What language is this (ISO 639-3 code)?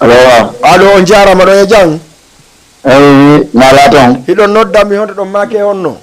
ful